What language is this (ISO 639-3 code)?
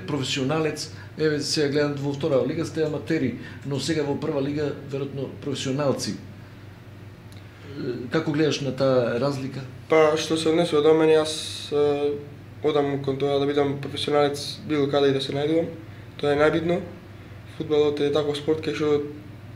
mkd